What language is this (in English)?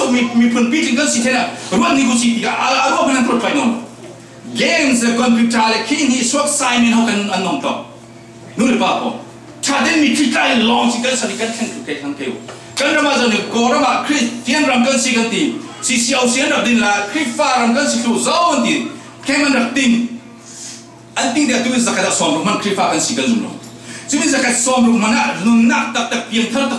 Falam Chin